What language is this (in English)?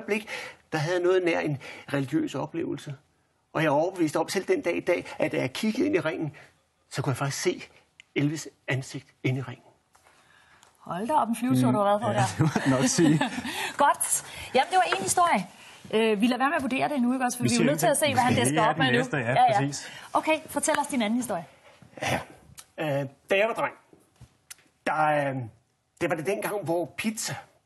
Danish